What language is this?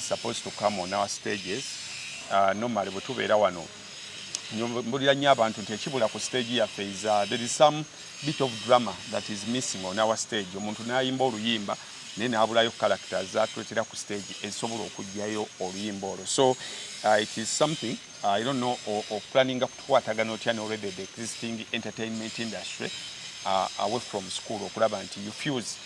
Ganda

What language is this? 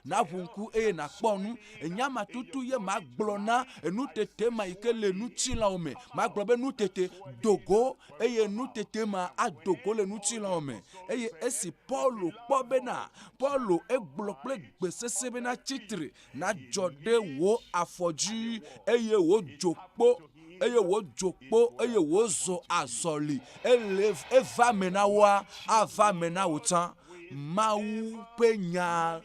Ewe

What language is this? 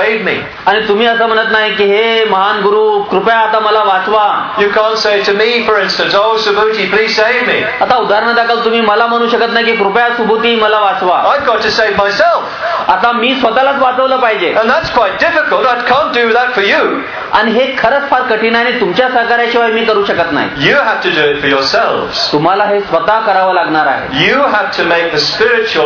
Marathi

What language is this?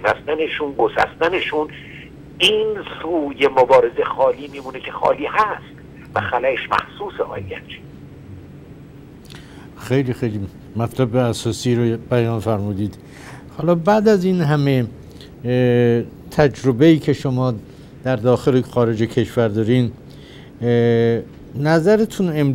Persian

